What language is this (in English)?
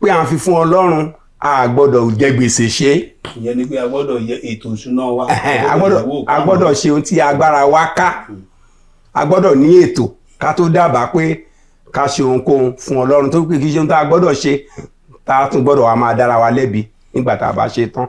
Yoruba